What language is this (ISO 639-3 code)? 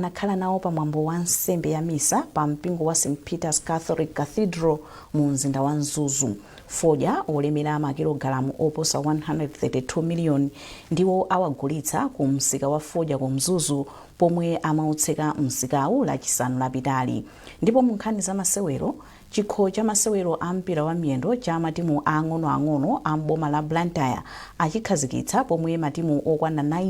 nya